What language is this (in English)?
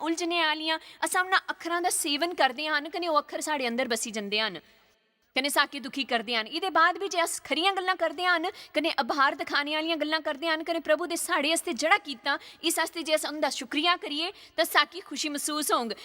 Dogri